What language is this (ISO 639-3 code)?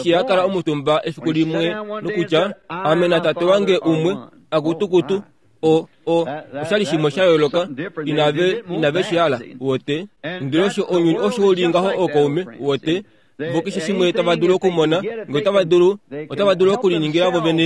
kua